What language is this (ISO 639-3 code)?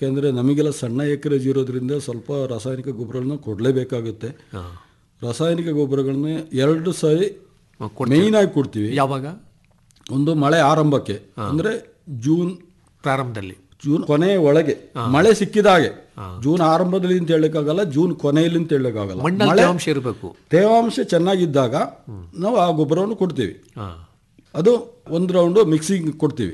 kan